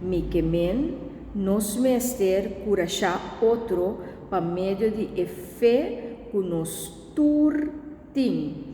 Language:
Papiamento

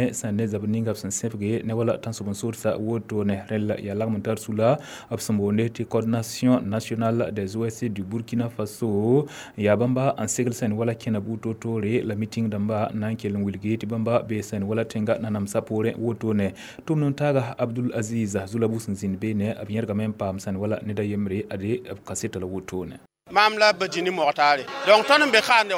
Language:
Mossi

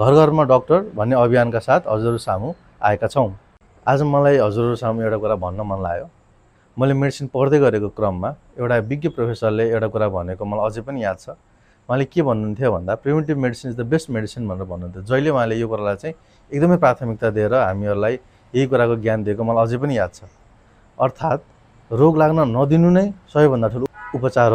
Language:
Nepali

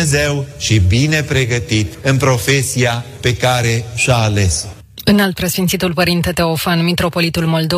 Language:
Romanian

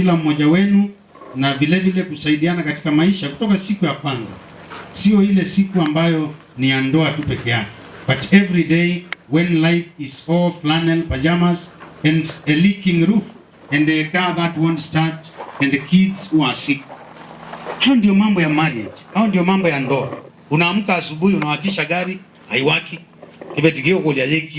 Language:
Kamba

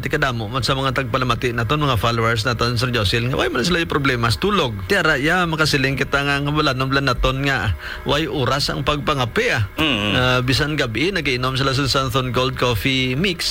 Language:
Hiligaynon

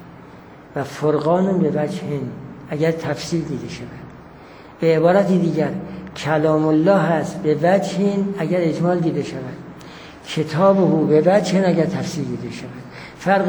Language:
Persian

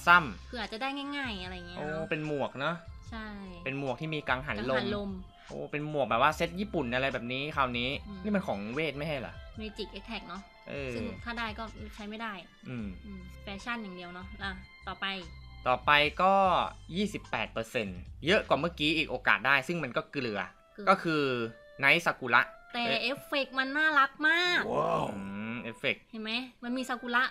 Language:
Thai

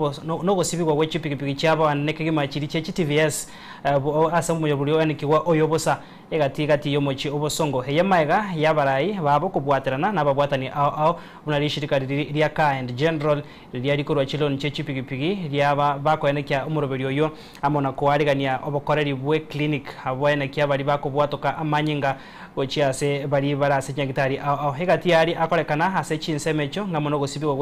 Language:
Gusii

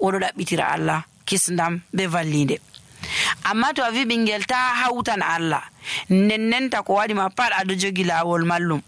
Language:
Nigerian Fulfulde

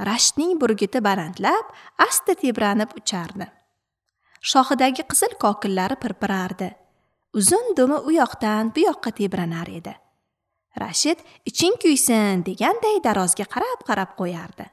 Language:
Uzbek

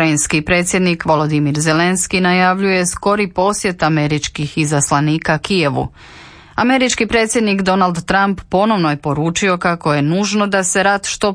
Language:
Croatian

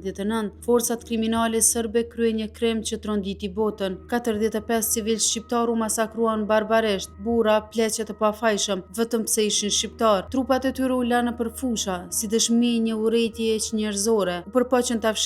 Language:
Albanian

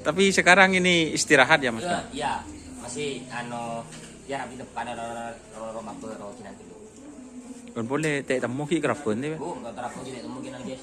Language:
Madurese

